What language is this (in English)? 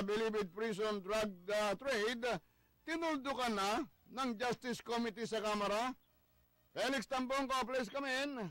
Filipino